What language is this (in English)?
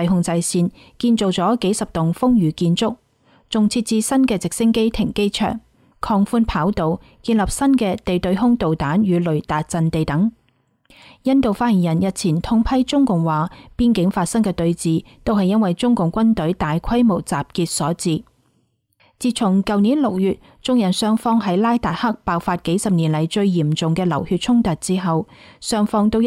Cantonese